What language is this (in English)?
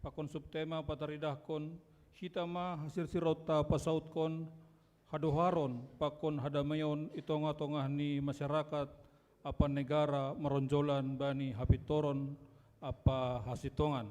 Batak Simalungun